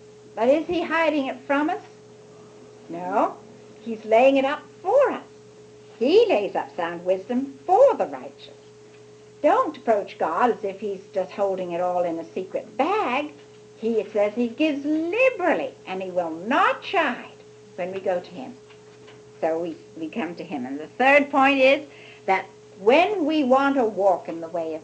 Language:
English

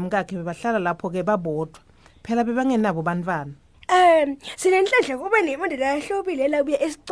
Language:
Swati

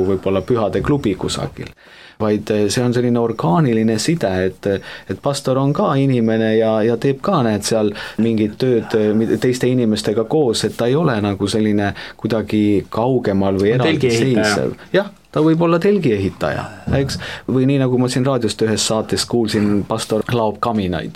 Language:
Estonian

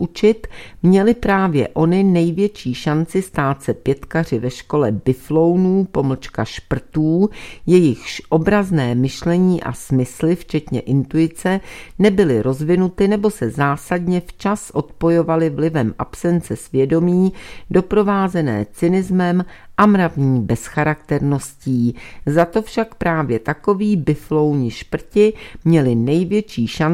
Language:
Czech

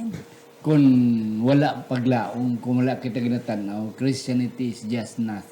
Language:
Hiligaynon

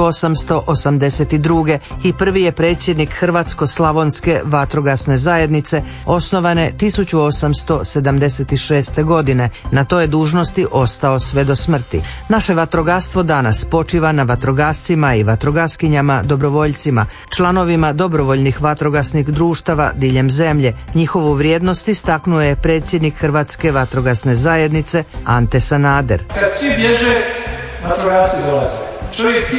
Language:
Croatian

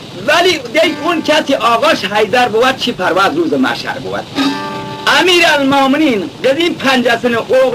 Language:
Khorasani Turkish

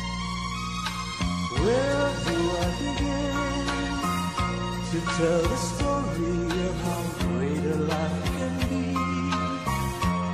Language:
English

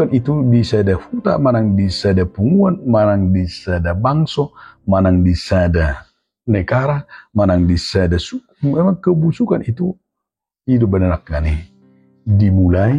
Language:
Batak Toba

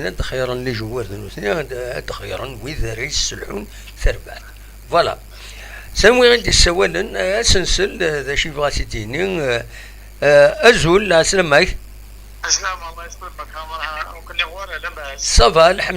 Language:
Kabyle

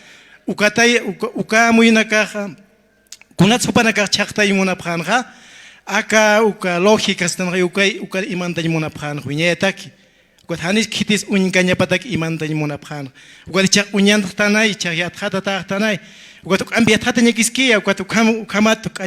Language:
Aymara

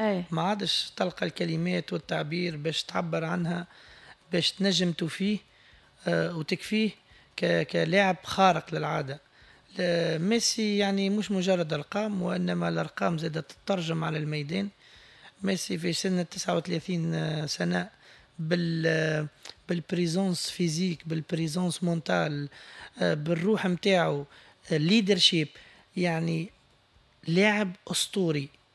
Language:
Tunisian Arabic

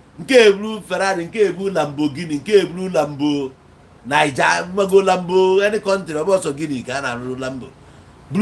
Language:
Igbo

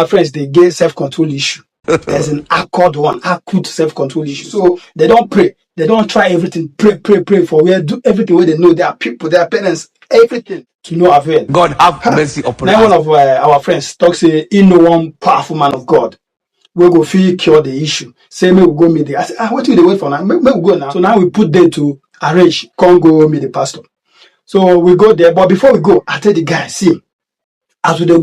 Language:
Nigerian Pidgin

